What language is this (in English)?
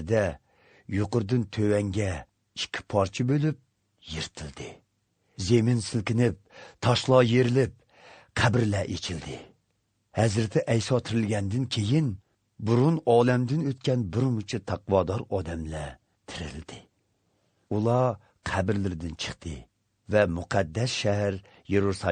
Uyghur